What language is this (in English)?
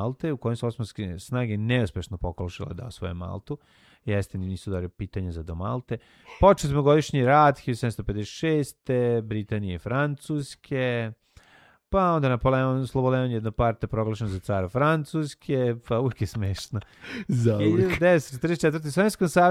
Serbian